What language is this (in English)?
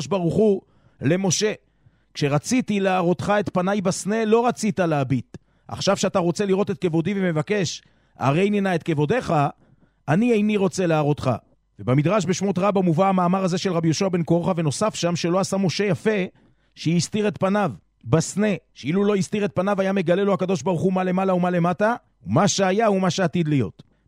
Hebrew